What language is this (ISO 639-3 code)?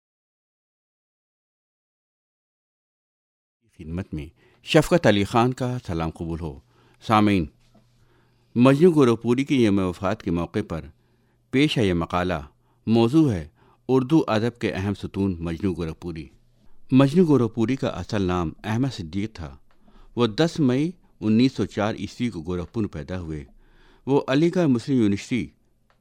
urd